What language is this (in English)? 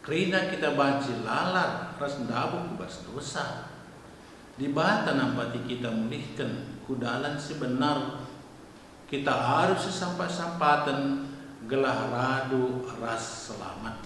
Batak Karo